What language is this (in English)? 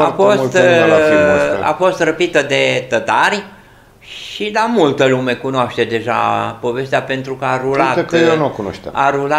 Romanian